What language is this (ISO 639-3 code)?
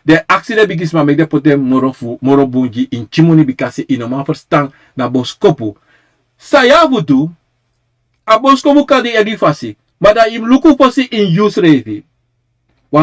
srn